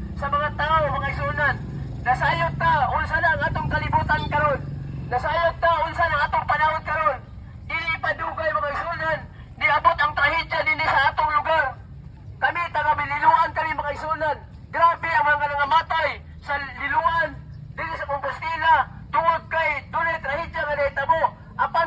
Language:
Cebuano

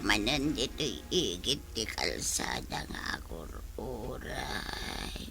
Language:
Iloko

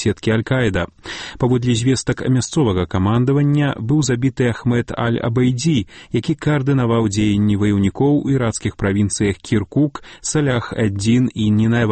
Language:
Belarusian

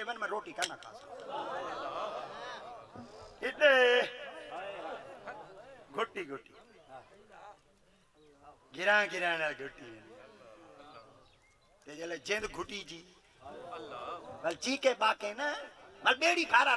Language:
Saraiki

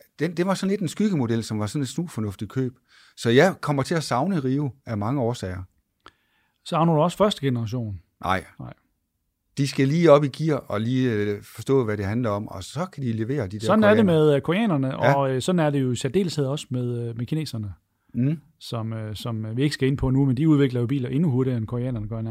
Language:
Danish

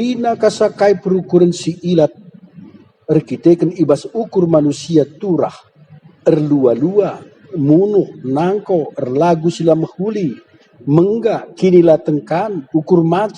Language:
Batak Karo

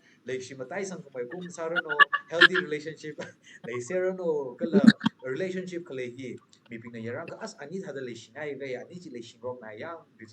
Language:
Tangkhul Naga (India)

